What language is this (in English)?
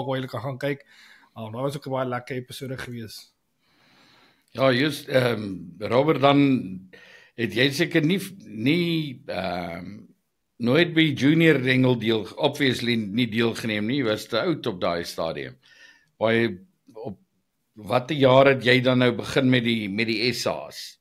Afrikaans